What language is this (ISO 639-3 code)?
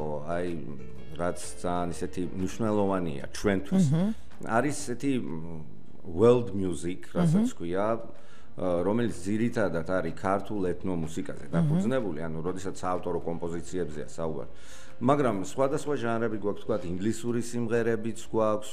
kat